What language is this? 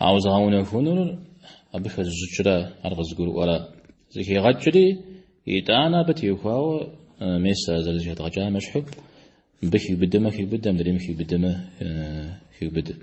Kabardian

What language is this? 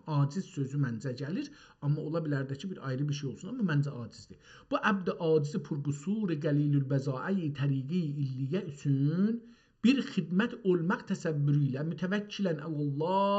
South Azerbaijani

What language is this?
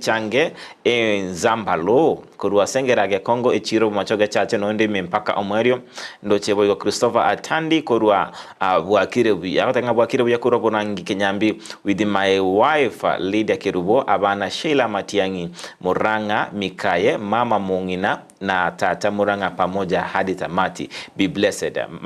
Gusii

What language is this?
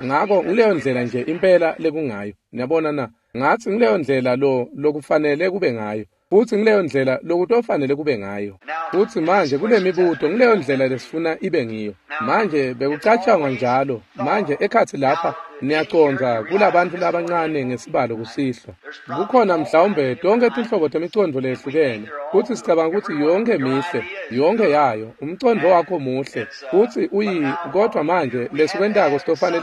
Swati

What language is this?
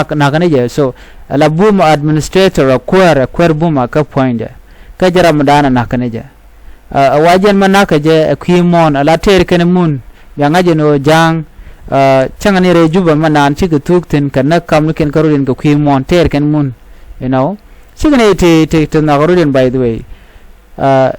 Nuer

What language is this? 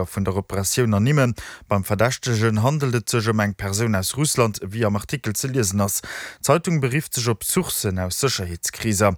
Luxembourgish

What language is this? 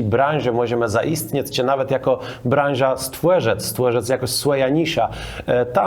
Kashubian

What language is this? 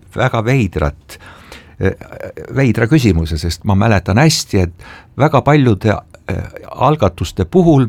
Estonian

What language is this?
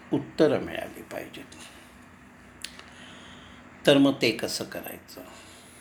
Marathi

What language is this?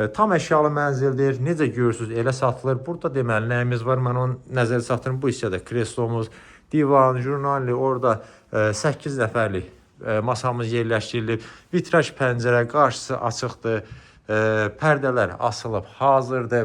Azerbaijani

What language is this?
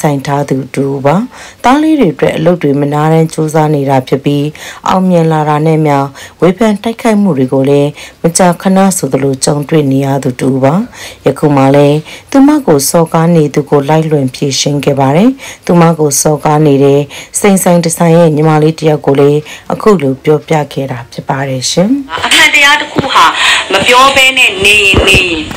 Burmese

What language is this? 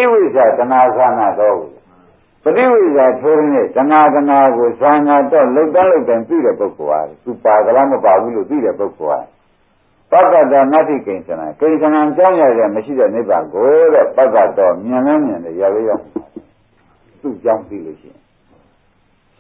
Burmese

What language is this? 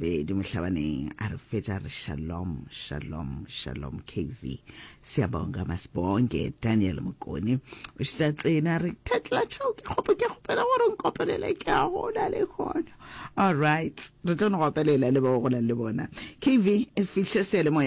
Northern Sotho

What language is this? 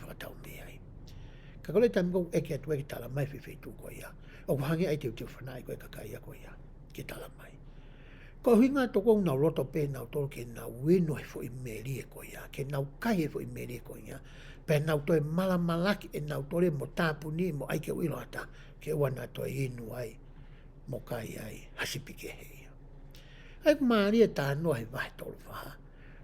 Tongan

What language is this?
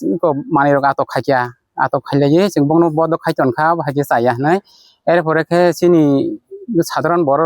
Kok Borok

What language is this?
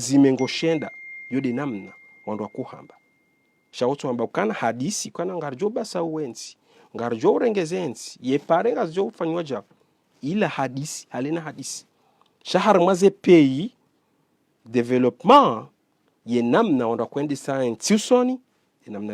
Ngazidja Comorian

